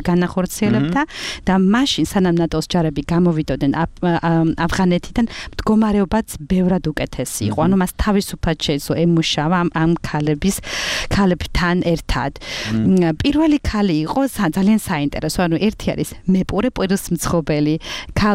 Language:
Georgian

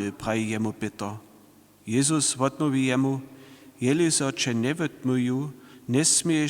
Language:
Upper Sorbian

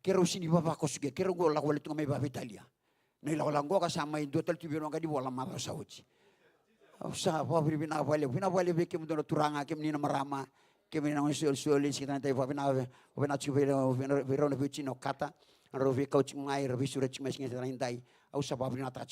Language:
Fijian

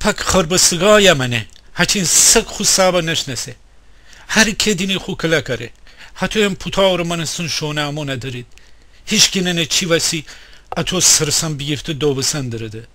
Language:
Gilaki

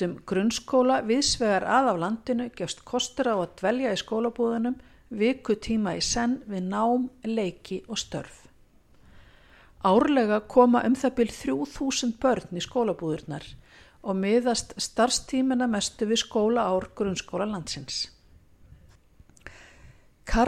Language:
Icelandic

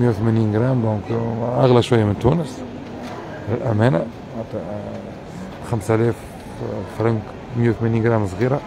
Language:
Tunisian Arabic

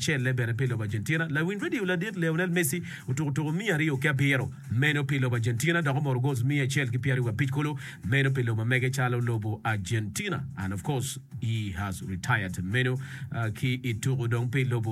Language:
Acoli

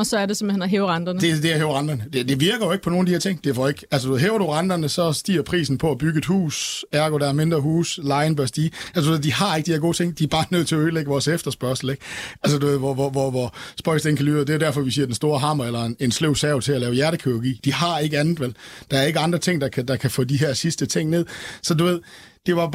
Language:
Danish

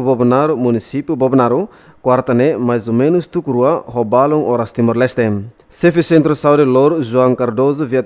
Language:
Tetum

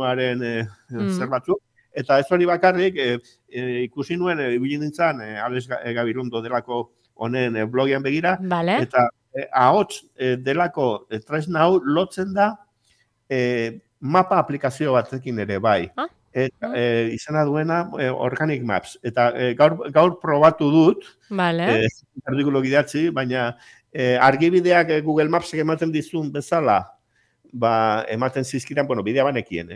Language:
Basque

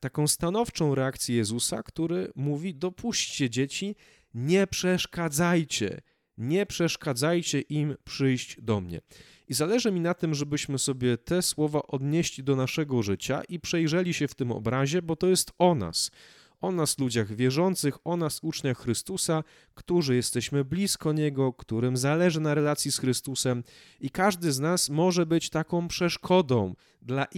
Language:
Polish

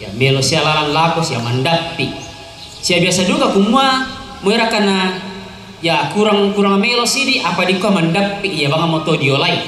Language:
Toraja-Sa'dan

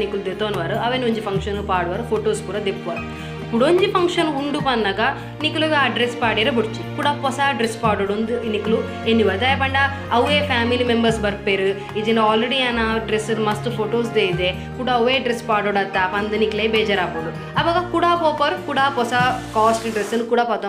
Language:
Tulu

